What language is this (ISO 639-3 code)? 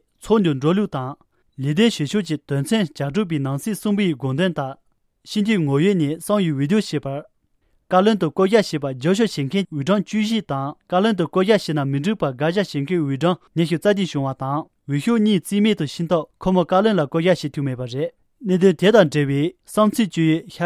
bod